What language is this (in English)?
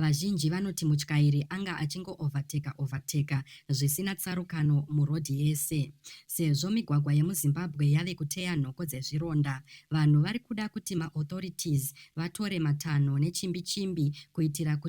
Shona